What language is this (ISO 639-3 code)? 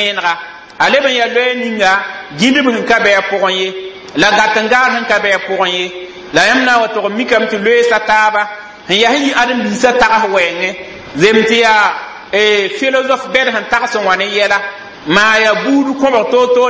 mos